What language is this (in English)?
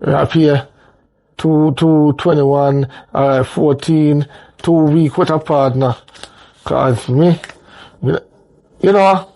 Jamaican Creole English